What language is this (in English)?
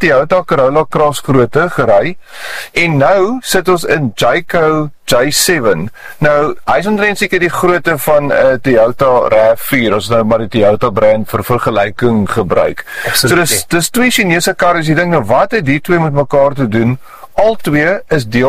Afrikaans